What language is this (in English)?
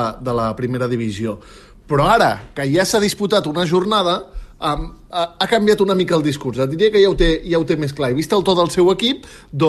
Catalan